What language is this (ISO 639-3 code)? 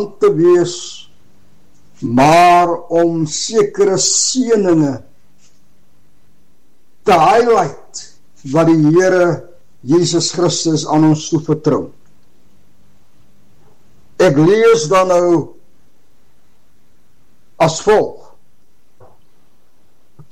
afr